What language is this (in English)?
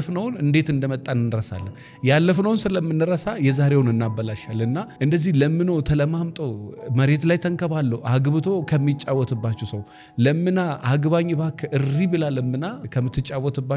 Amharic